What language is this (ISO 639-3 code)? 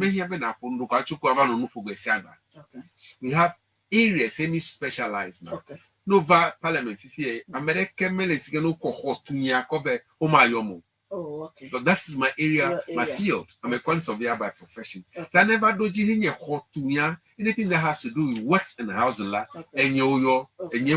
ewe